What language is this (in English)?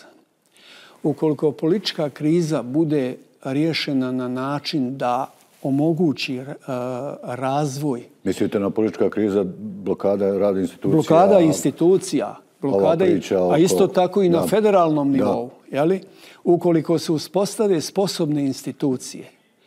Bosnian